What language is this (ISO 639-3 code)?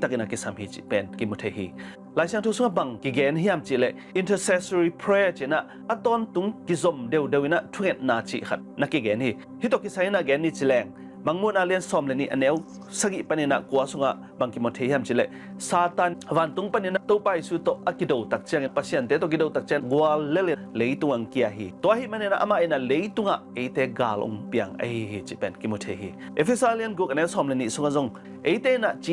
ctd